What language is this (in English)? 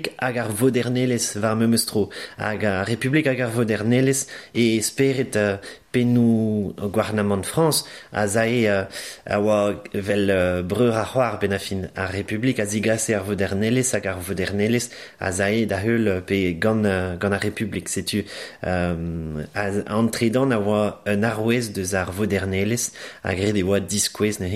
Breton